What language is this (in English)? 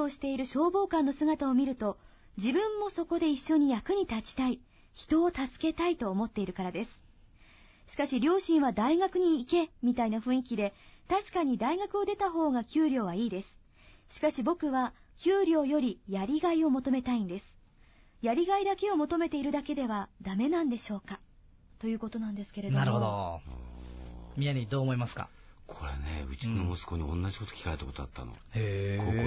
Japanese